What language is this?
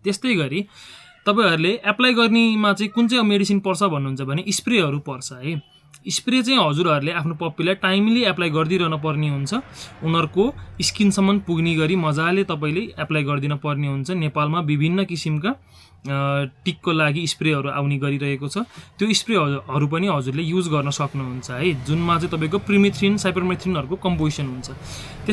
Nepali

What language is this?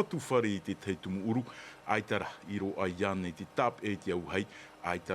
Tahitian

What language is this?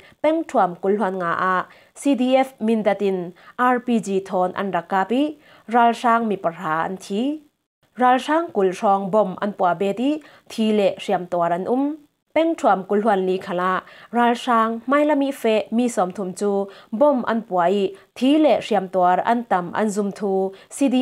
Falam Chin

